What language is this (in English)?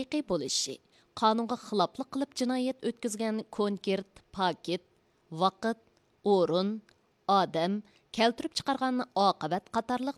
Uyghur